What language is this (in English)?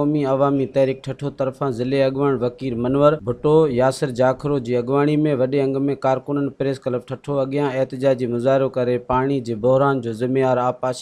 Sindhi